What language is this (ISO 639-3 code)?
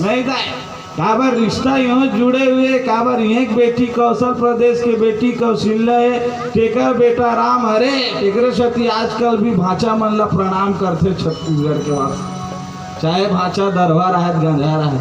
hne